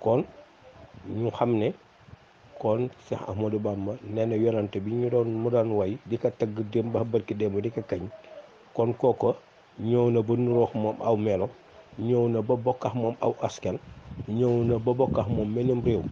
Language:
Wolof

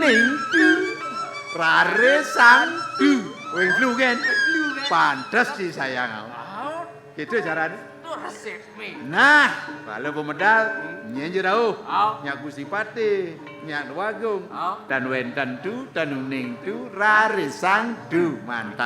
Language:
Balinese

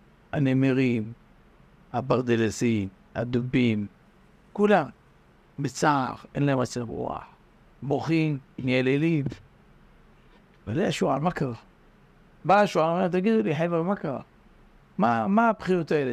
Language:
Hebrew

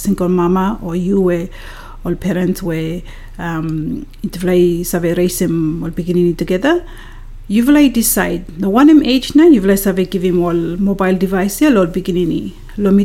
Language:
Bislama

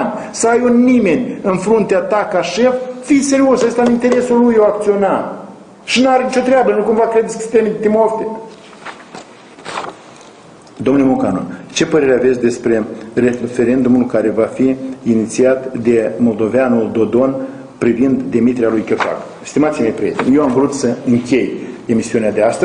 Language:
Romanian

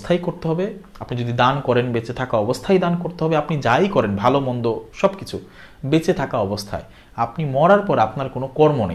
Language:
Bangla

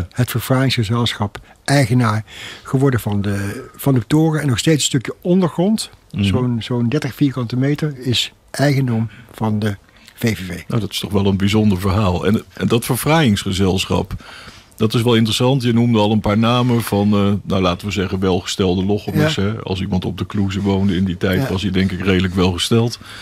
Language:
Dutch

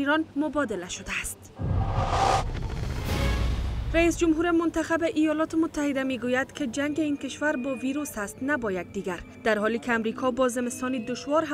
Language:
Persian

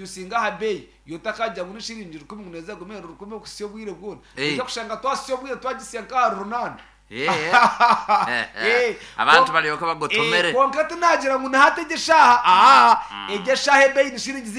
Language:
Nyankole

